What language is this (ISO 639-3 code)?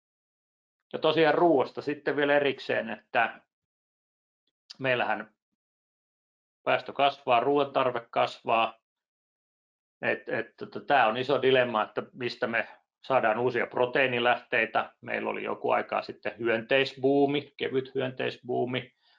fin